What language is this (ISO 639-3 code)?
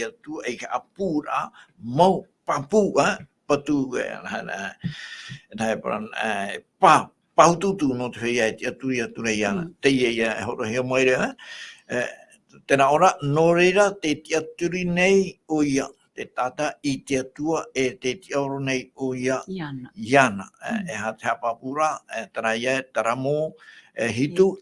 tah